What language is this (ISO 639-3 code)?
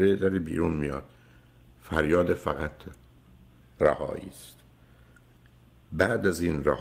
fas